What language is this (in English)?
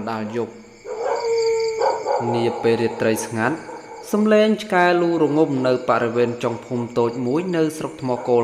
Khmer